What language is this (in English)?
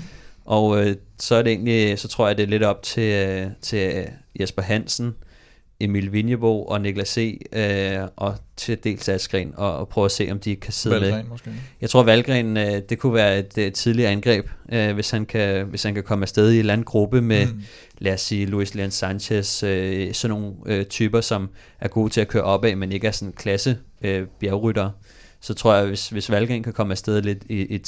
Danish